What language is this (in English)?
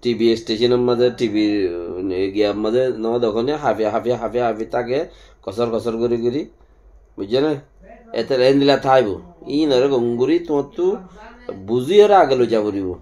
Rohingya